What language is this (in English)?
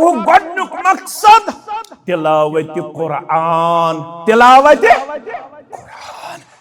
Kashmiri